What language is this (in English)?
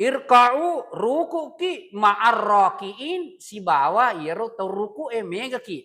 Buginese